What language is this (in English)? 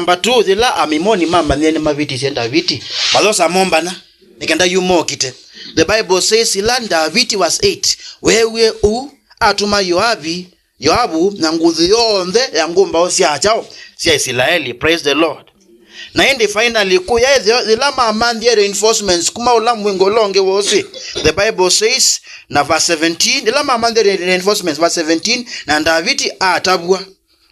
Kamba